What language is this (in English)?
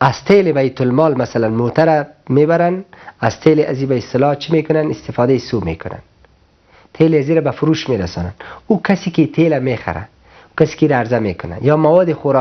Persian